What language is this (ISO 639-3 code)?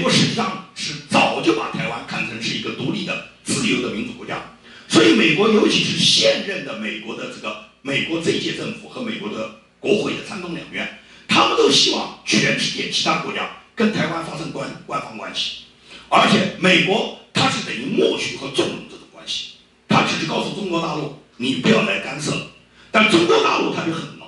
zho